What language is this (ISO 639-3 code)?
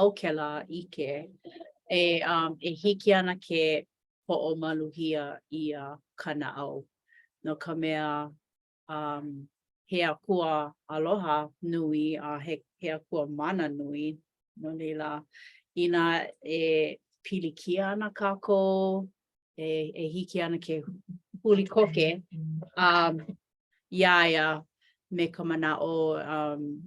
haw